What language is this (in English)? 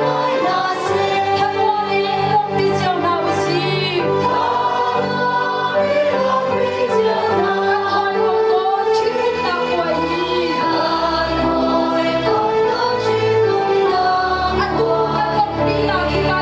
Hakha Chin